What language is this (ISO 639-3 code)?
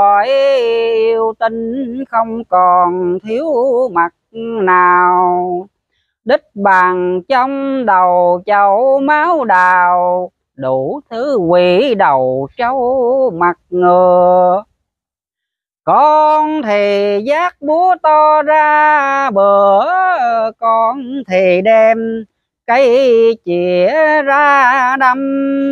vie